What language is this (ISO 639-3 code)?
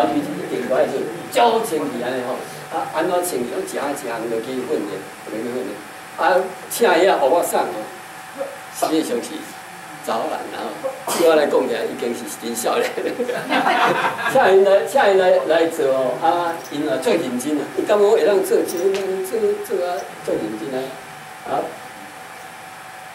nan